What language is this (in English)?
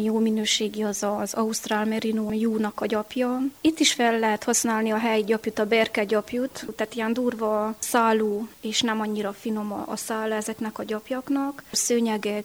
Hungarian